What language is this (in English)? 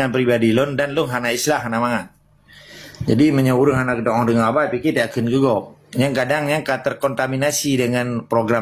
Achinese